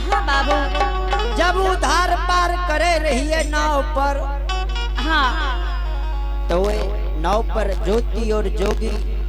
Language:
Angika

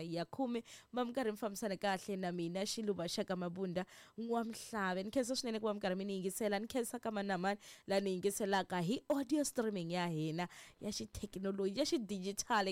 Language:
Tsonga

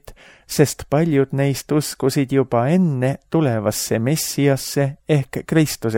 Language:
Estonian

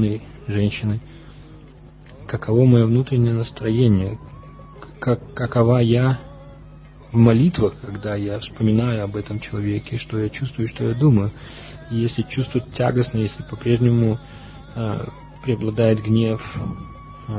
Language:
Russian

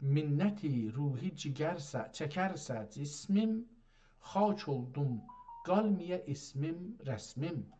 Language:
South Azerbaijani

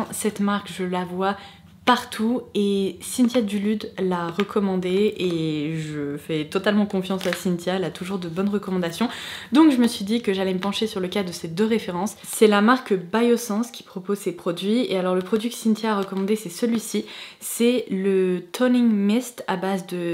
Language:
French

